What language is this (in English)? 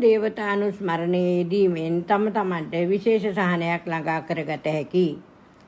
Sinhala